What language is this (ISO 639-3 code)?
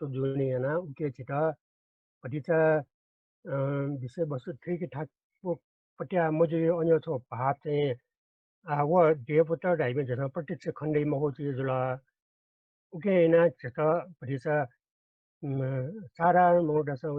new